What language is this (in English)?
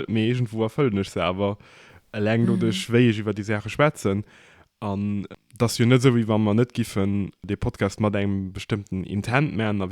Luxembourgish